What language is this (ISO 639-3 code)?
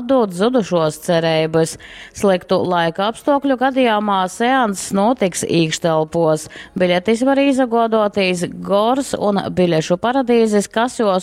ltg